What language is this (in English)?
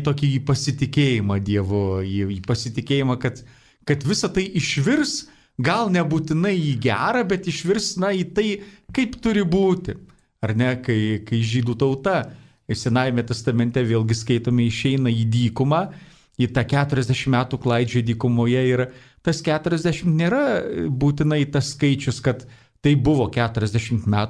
Lithuanian